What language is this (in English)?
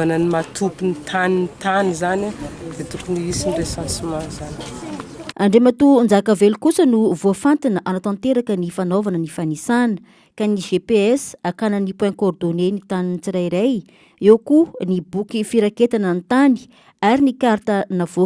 Malagasy